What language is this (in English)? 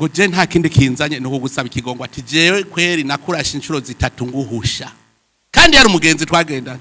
Rundi